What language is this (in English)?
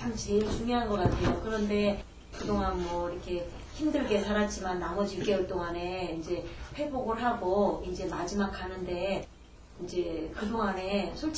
Korean